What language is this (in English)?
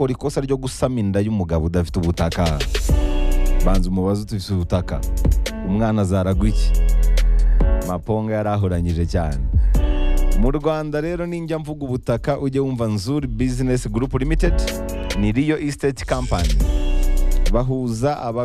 Kinyarwanda